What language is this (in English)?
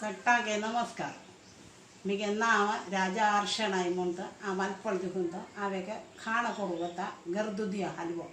Konkani